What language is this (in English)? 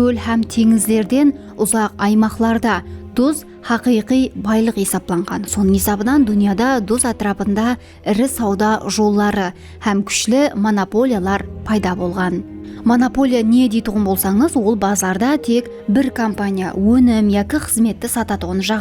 Kara-Kalpak